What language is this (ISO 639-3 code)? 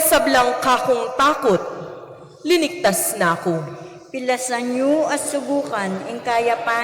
pam